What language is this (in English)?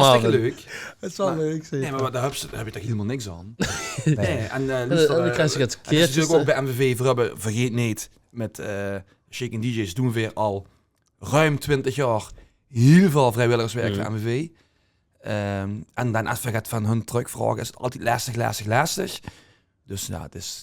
Limburgish